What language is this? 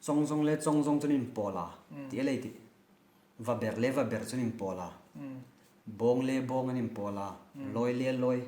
Hmar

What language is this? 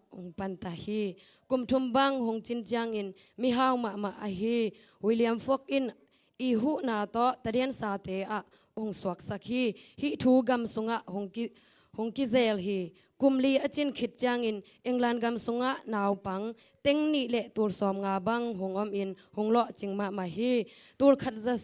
Tedim Chin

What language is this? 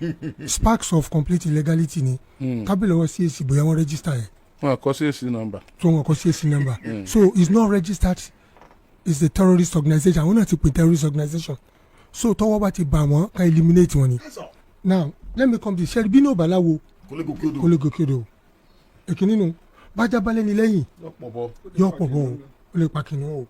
Yoruba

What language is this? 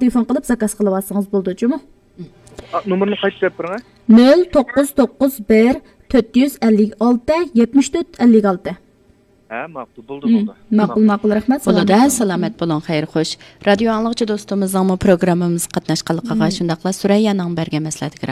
Uyghur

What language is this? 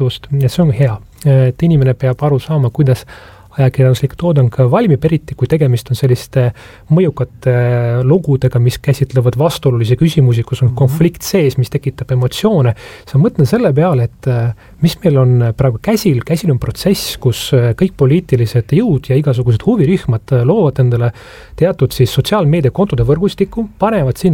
Estonian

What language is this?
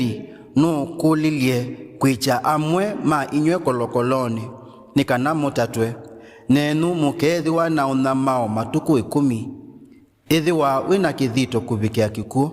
Kamba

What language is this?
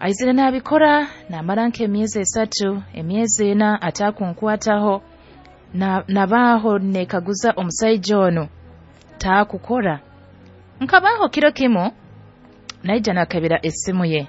Nyoro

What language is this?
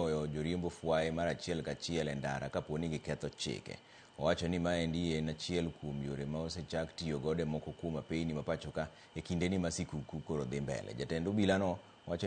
Luo (Kenya and Tanzania)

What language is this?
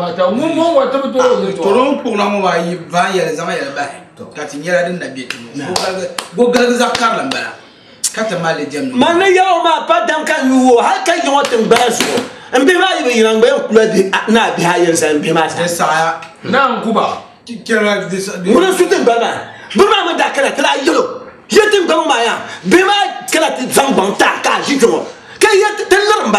Dagbani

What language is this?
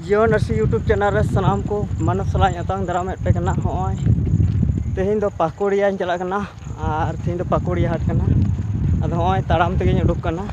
Santali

